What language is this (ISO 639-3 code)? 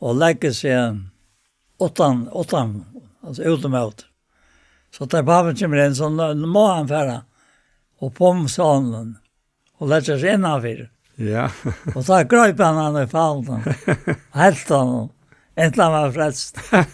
fao